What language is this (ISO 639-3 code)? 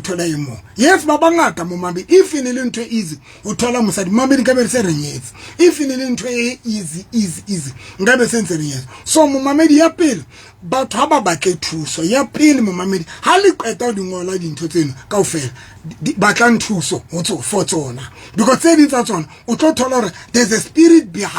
sot